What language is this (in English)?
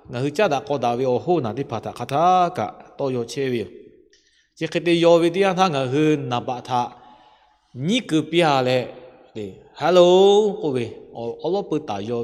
Lahu